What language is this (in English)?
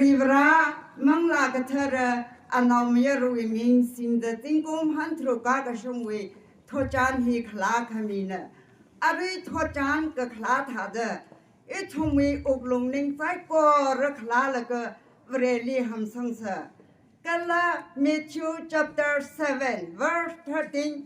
Tangkhul Naga (India)